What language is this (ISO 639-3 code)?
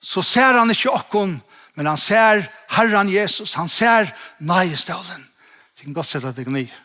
fao